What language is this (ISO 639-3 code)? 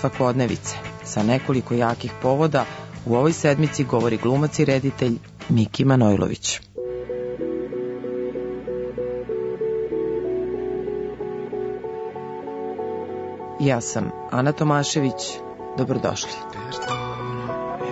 srp